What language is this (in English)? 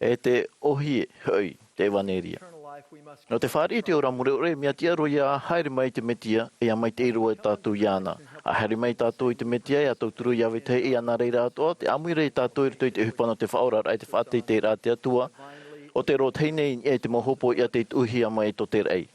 Tahitian